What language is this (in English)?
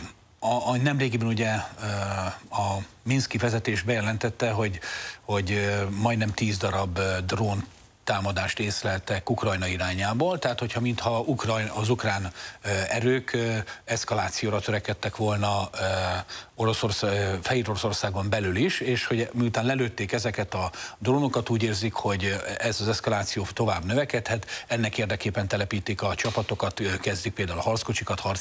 Hungarian